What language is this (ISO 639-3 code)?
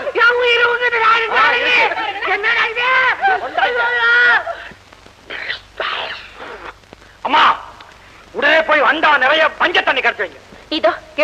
tam